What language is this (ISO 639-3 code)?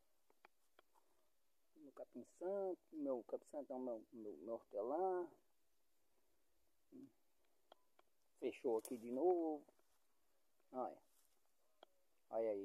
por